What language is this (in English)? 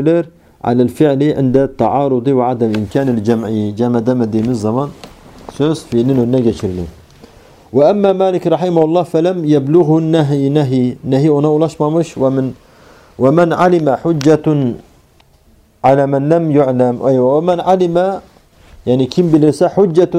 Turkish